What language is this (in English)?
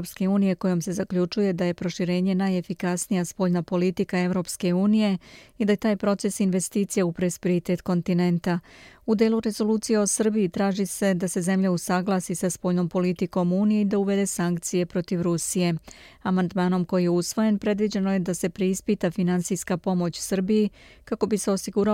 Serbian